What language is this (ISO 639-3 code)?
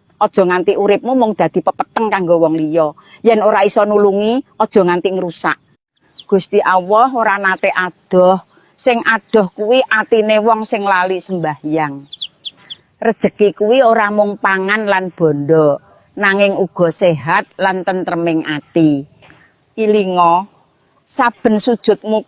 jav